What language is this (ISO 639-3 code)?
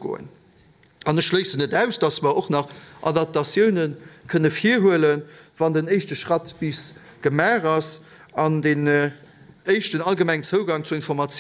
ltz